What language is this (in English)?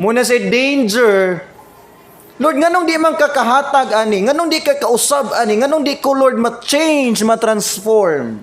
Cebuano